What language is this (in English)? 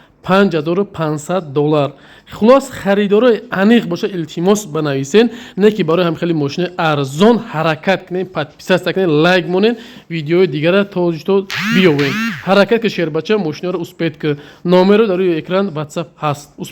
Tajik